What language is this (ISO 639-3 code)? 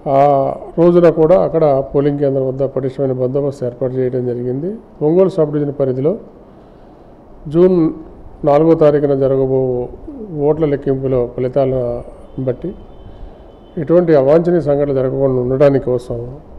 tel